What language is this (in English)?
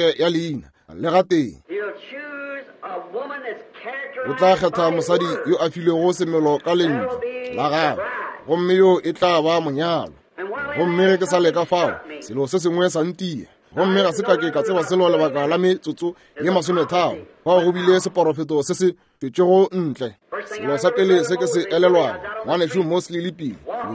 Northern Sotho